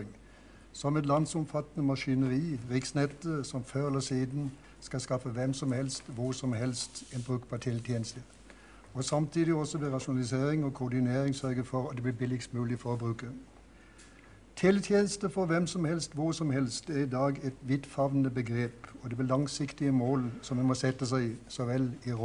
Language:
Norwegian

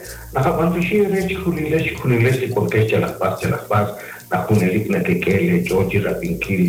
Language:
Kekchí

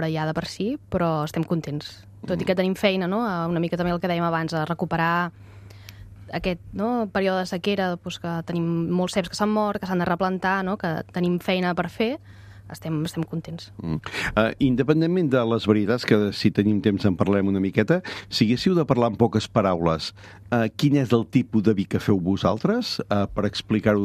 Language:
Catalan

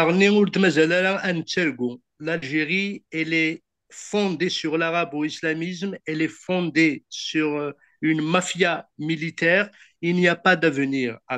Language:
Kabyle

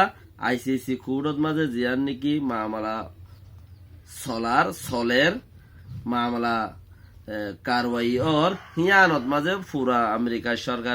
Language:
Rohingya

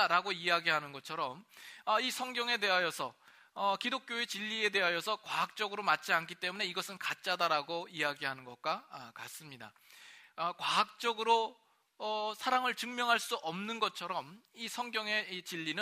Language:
Korean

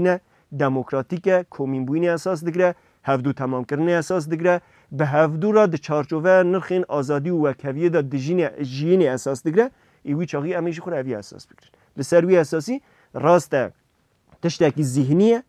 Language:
Kurdish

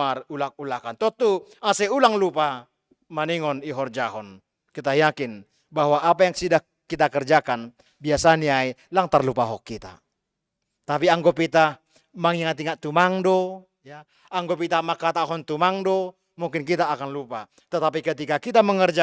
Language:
Batak Simalungun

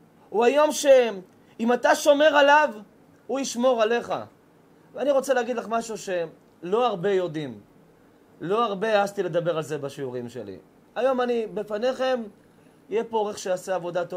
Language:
Hebrew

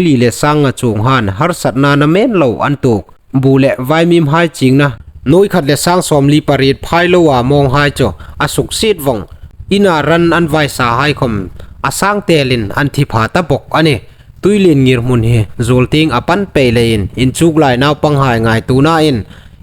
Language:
Hmar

